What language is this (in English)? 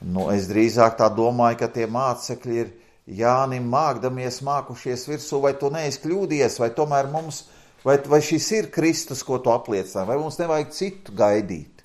Latvian